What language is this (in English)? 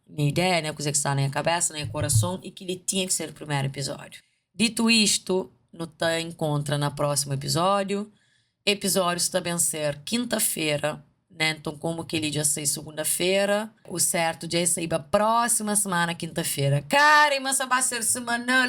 Kabuverdianu